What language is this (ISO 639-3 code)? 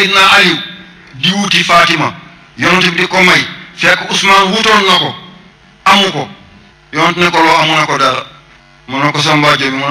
wol